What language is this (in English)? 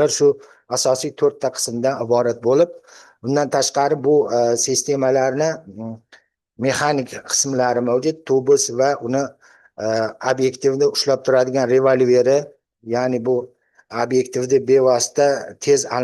Uzbek